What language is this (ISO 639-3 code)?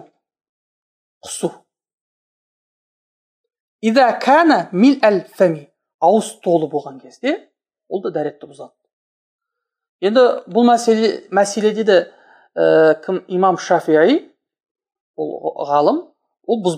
kaz